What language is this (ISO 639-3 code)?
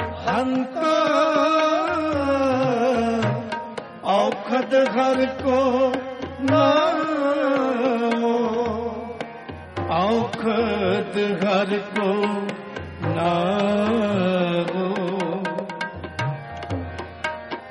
pan